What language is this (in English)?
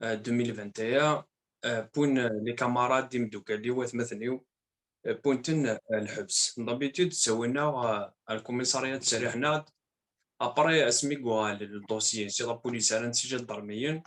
Kabyle